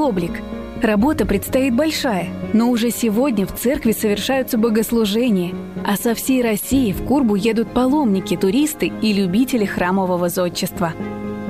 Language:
Russian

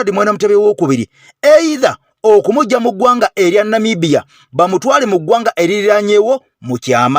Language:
Ganda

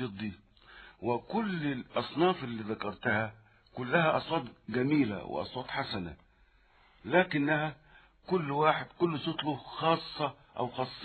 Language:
Egyptian Arabic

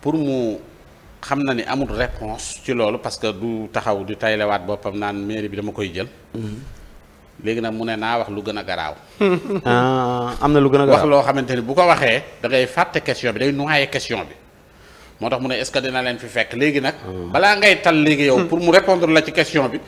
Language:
Wolof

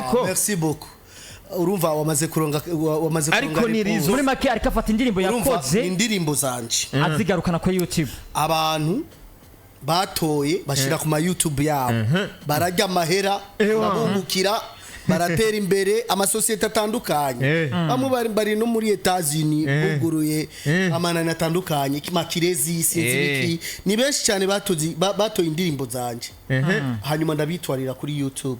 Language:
Rundi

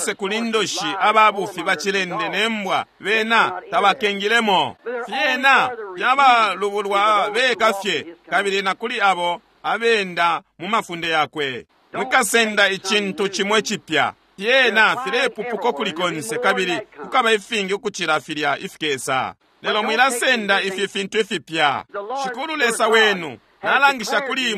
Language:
Bemba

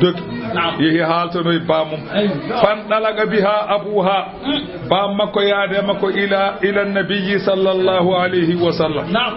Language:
Fula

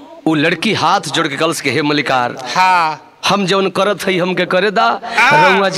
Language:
Bhojpuri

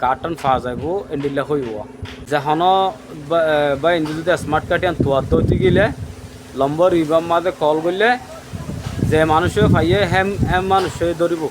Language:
Rohingya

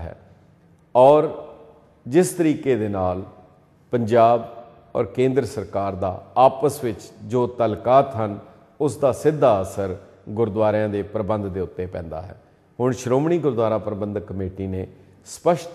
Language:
Punjabi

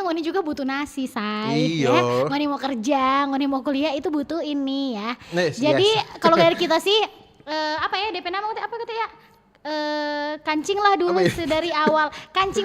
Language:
Manado Malay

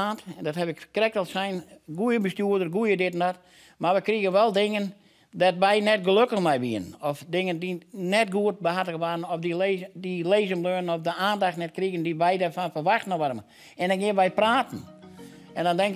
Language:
Western Frisian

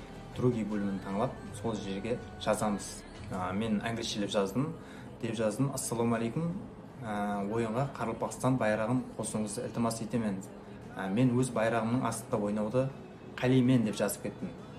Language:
Kara-Kalpak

